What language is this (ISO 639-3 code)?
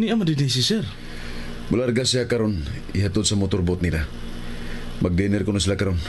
ceb